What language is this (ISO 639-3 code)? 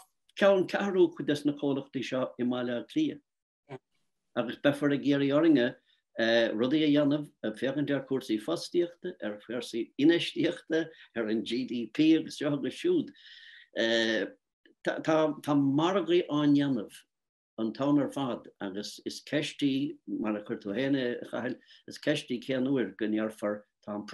gle